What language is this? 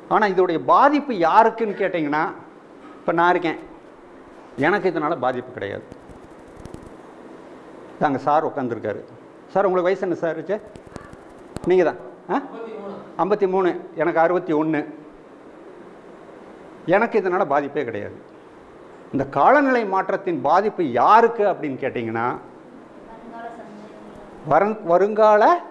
Tamil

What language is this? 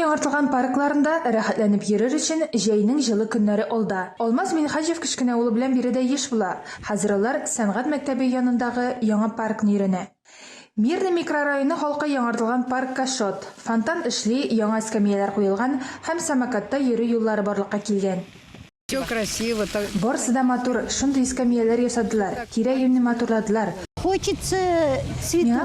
Tatar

